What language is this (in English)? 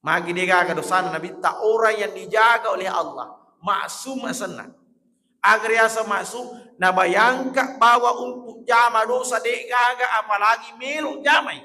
Buginese